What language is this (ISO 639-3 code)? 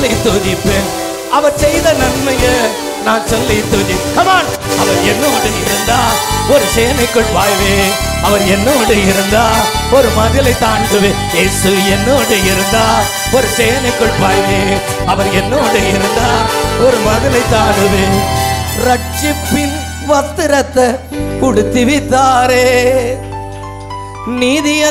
tam